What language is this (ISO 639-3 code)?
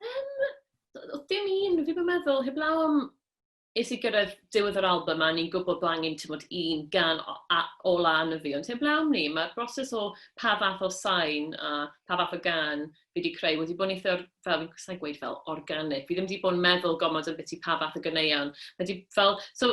cym